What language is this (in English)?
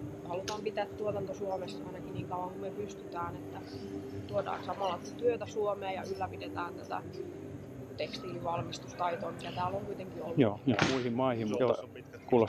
Finnish